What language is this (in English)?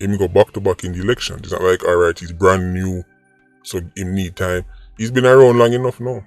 Jamaican Creole English